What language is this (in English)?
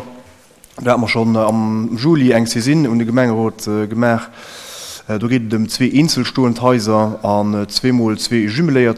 Luxembourgish